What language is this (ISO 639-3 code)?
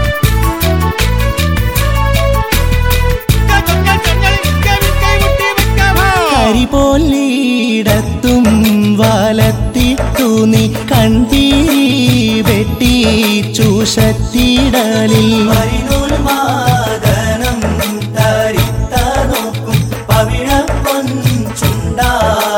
mal